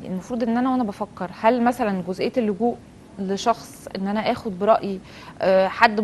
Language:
Egyptian Arabic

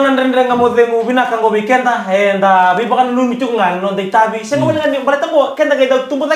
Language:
Fijian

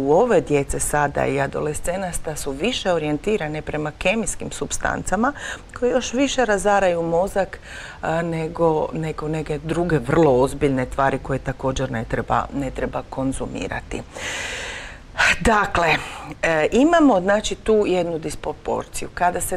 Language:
Croatian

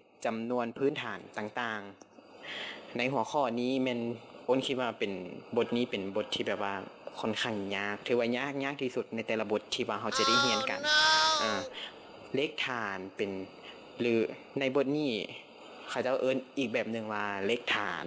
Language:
Lao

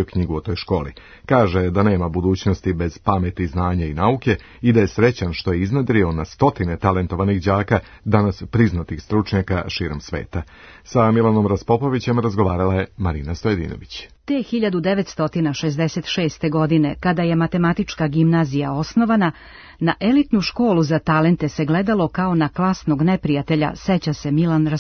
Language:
Serbian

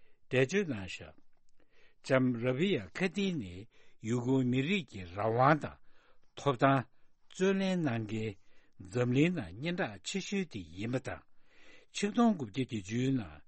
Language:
Tibetan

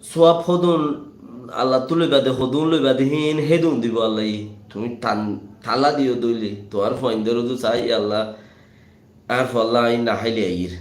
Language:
Rohingya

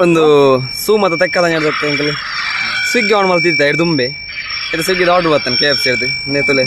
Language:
Tulu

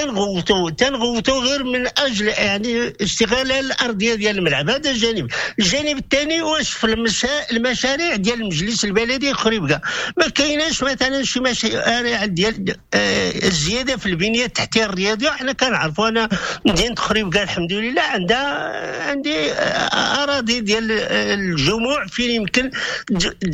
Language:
Moroccan Arabic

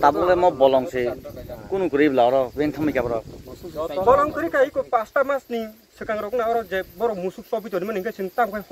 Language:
Kok Borok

